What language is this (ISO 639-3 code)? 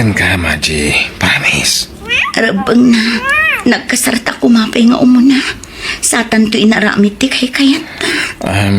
ilo